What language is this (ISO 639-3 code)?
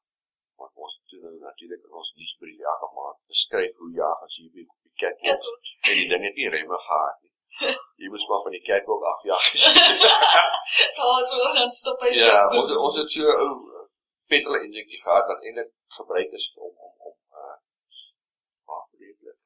afr